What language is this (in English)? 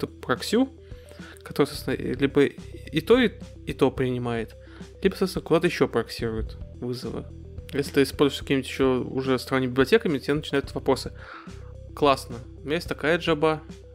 Russian